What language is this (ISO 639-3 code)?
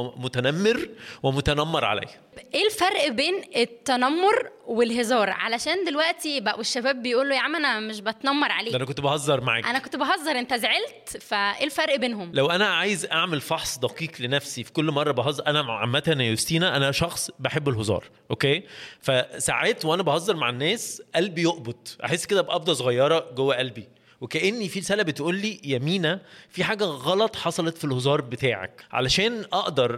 arz